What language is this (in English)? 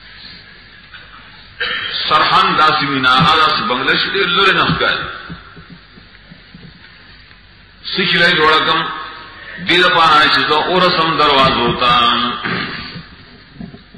Urdu